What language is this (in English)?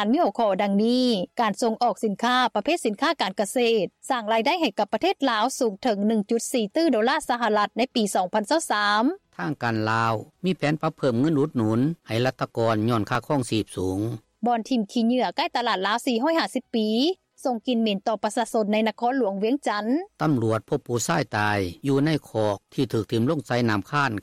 Lao